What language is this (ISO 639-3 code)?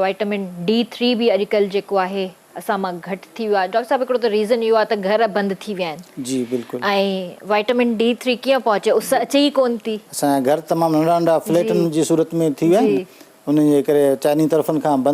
snd